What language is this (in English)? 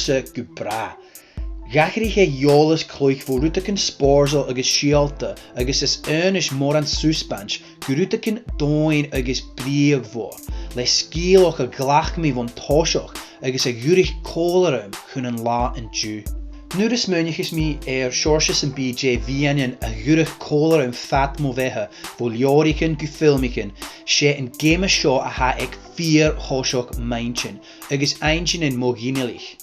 Scottish Gaelic